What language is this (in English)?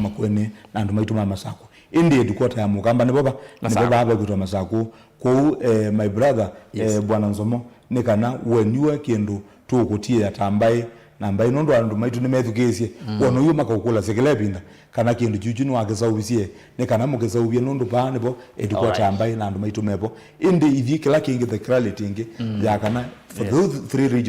Kamba